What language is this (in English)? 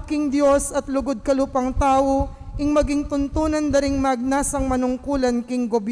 Pampanga